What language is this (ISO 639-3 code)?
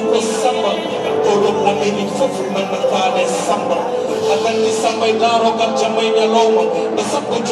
ful